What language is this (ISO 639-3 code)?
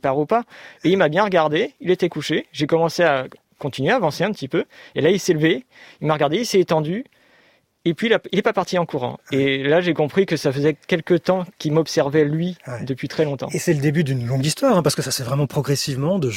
fra